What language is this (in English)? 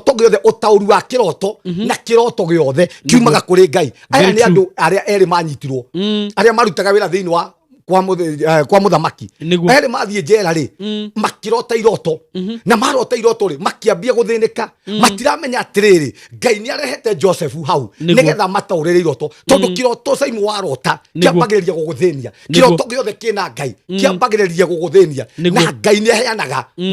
Kikuyu